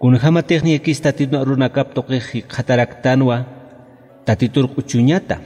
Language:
Aymara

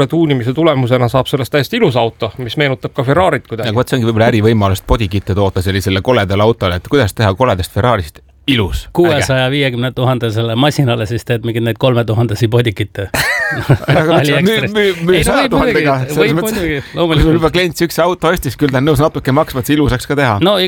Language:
Estonian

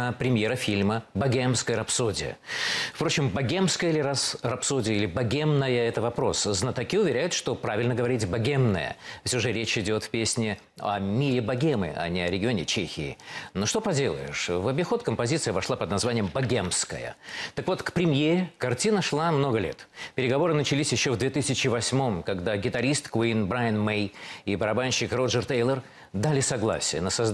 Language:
Russian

